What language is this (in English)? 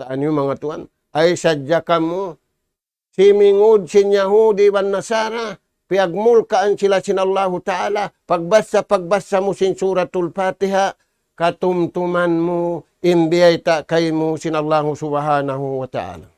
Tausug